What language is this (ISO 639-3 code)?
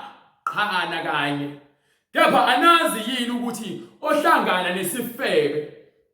zul